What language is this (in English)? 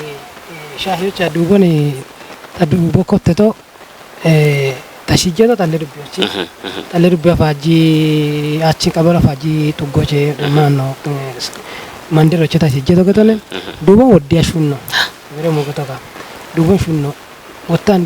Kafa